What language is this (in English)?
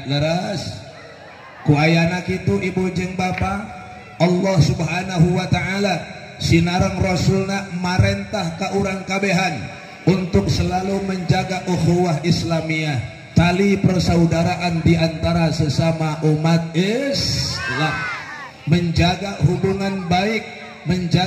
Sundanese